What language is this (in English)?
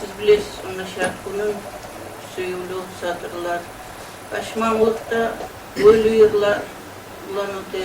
Kumyk